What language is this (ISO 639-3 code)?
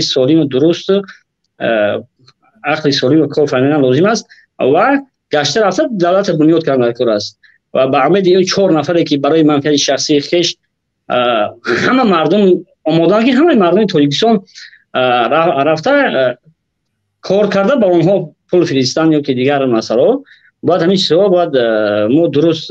tgk